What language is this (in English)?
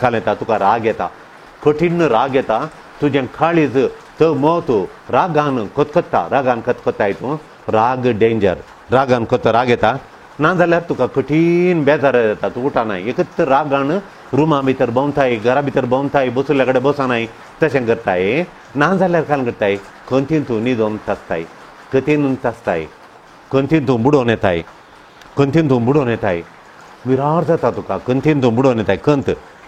Konkani